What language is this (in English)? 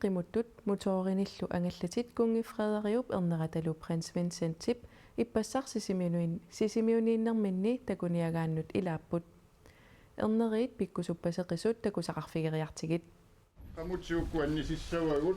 Kalaallisut